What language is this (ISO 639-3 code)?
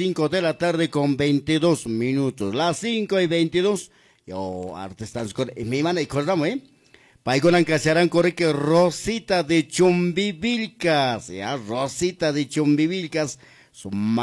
que